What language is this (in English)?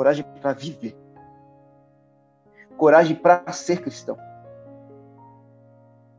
Portuguese